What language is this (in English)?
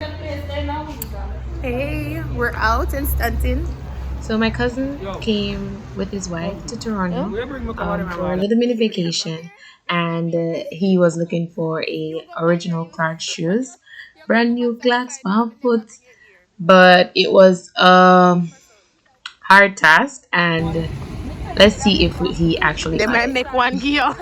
Jamaican Creole English